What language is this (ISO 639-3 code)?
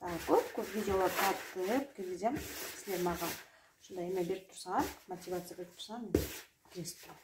kir